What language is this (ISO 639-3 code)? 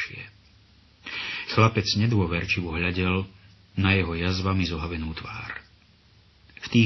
slk